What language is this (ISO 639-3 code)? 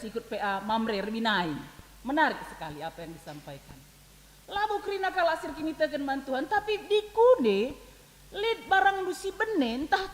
btx